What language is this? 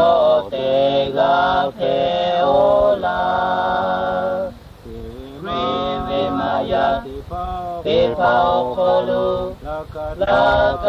Lahu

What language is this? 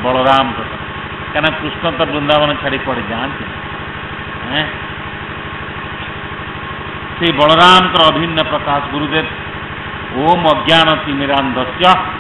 Odia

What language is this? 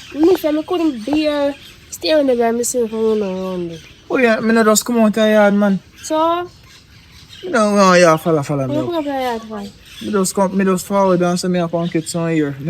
Jamaican Creole English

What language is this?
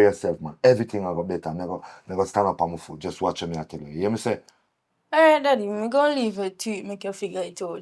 Jamaican Creole English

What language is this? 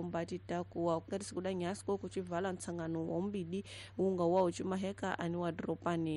Tsonga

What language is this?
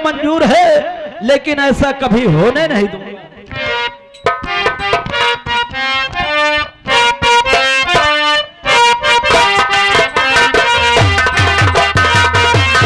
Hindi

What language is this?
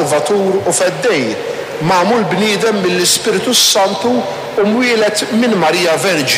Maltese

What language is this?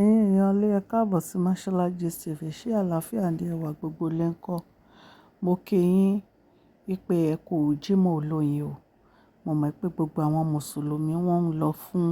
Yoruba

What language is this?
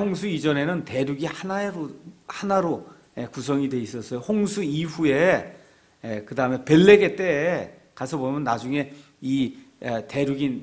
Korean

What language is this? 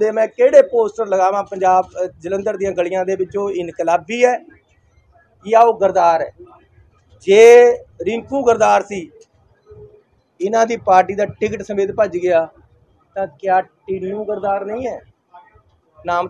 Punjabi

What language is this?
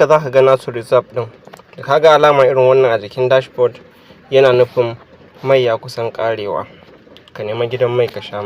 Hausa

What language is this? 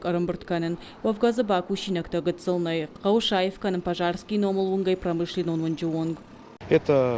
Ossetic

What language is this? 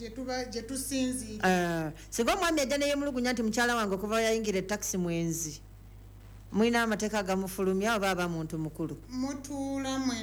Ganda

